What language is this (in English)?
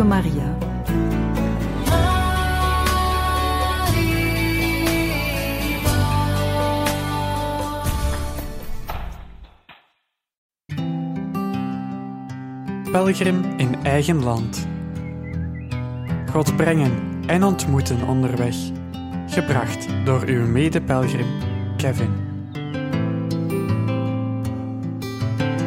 Dutch